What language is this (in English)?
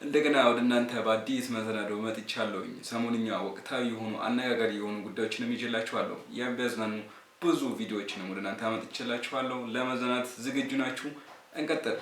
Amharic